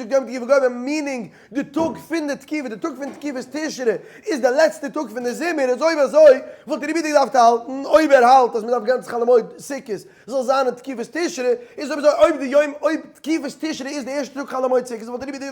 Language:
Yiddish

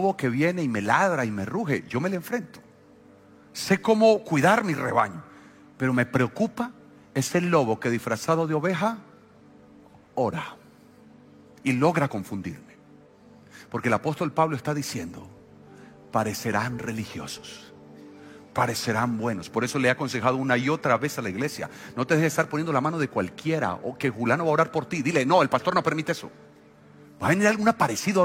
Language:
Spanish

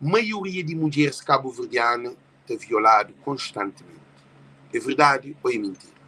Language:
Kabuverdianu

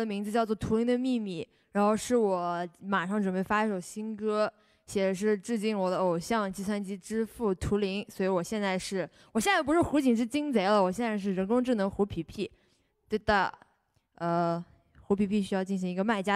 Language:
Chinese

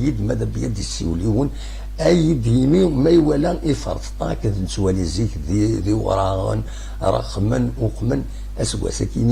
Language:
Kabyle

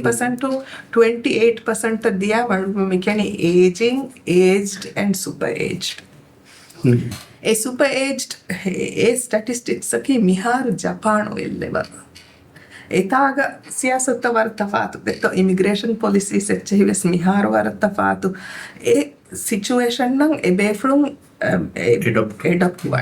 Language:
Divehi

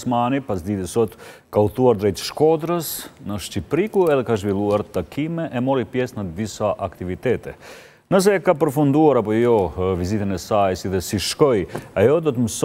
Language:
Albanian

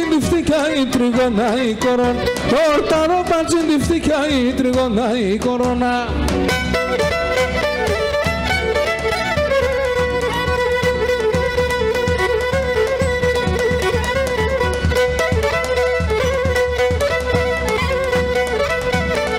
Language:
Greek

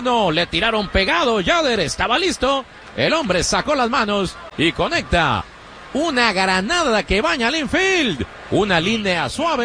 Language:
Spanish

